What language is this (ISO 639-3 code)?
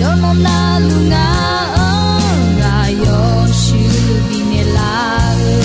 ahk